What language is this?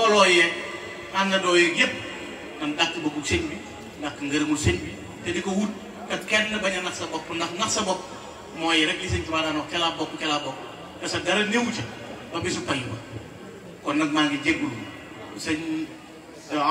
Wolof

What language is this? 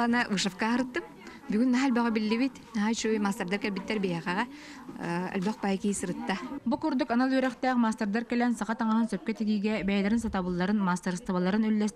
Yakut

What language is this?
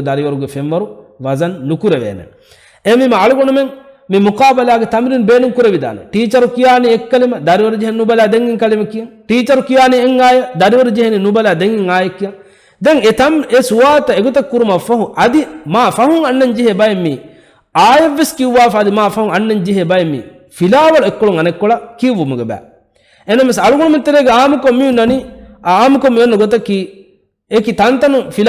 Divehi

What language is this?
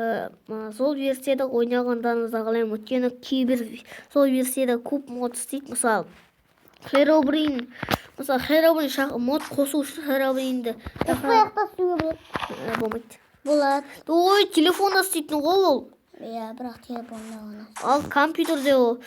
Kazakh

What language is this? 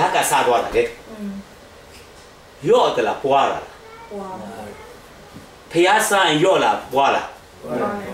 Burmese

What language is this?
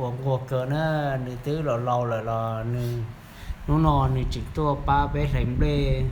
Hmong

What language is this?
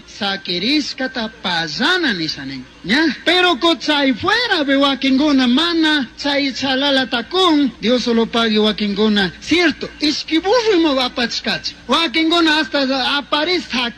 Chimborazo Highland Quichua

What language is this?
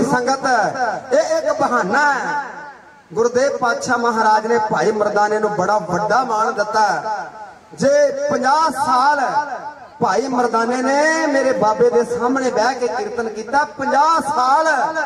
Punjabi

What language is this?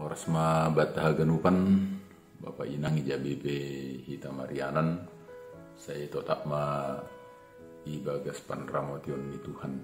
Batak Simalungun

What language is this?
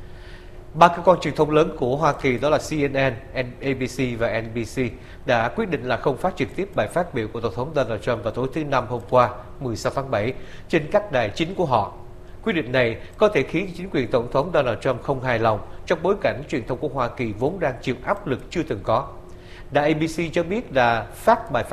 Vietnamese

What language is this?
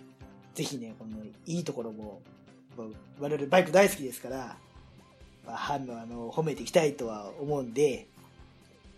Japanese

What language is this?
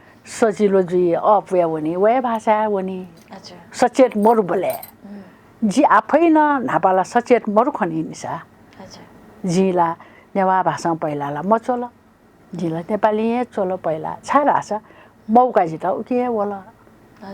Newari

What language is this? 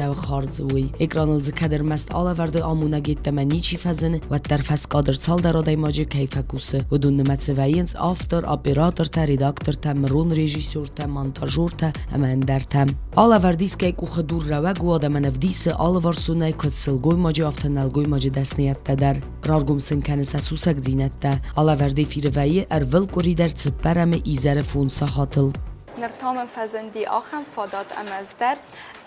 Ossetic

